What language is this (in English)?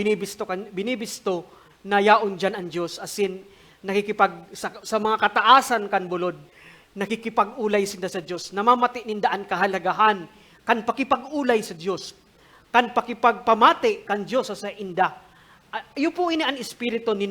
Bikol